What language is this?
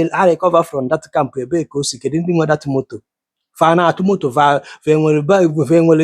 Igbo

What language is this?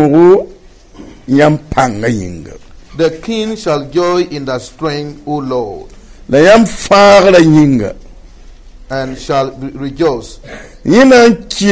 Mossi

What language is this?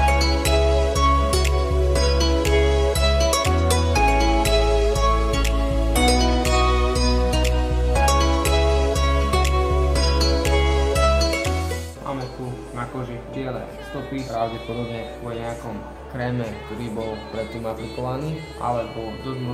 Slovak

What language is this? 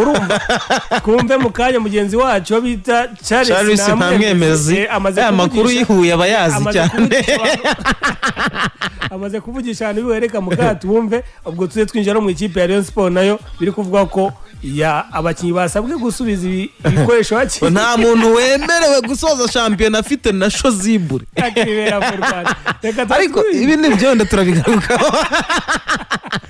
Kinyarwanda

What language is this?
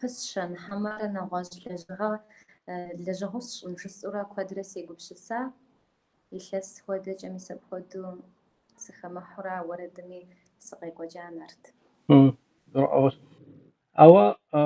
Kabardian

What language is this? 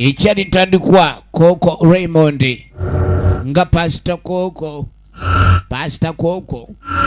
Soga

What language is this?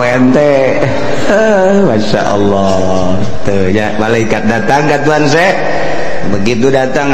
Sundanese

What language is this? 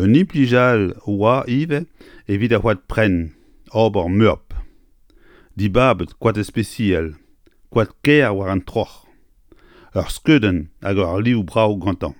Breton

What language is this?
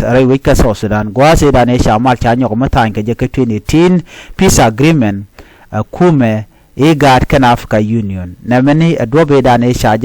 Nuer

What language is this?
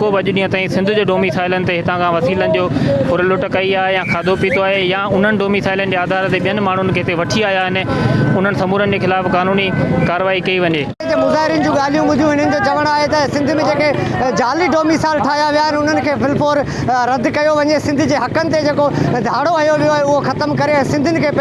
Sindhi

